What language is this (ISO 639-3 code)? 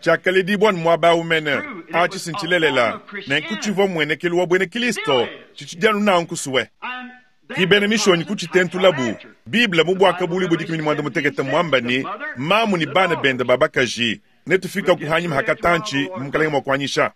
lua